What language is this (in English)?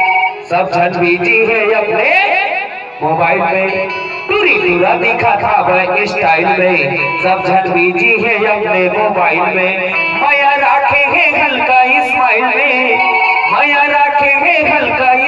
Chhattisgarhi